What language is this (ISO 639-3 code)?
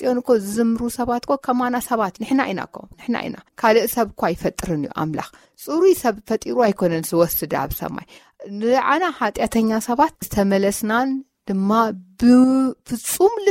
tir